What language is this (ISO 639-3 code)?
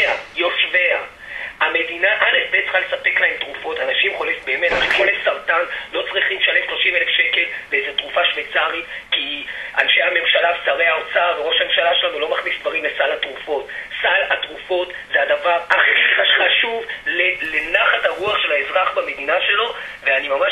heb